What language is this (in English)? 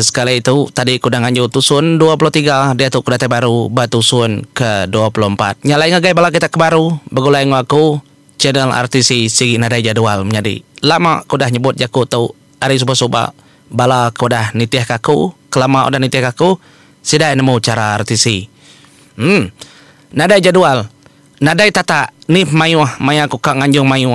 Iban